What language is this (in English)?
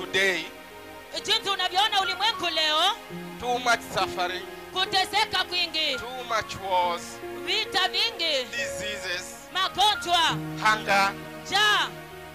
Swahili